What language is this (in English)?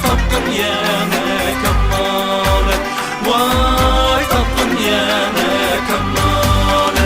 Uyghur